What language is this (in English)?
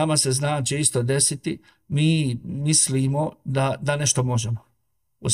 Bosnian